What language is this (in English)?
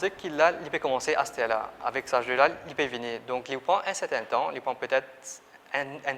Morisyen